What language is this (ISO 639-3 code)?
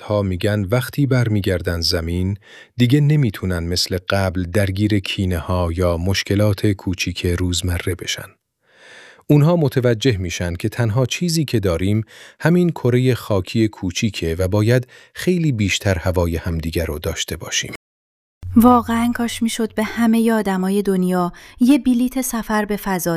fas